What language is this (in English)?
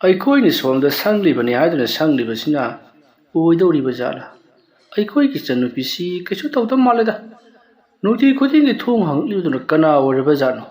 Manipuri